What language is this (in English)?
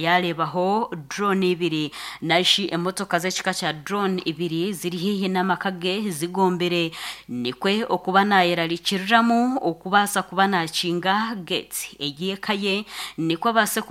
Nyankole